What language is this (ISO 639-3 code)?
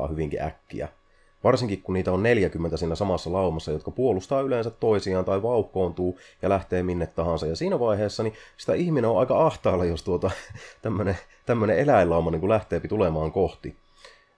fin